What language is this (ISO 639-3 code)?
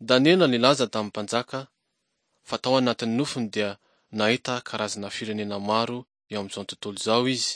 mlg